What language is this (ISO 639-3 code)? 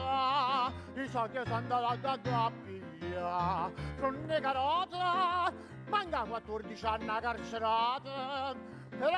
nap